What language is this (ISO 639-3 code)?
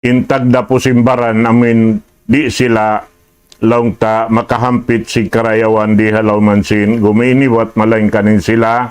tsg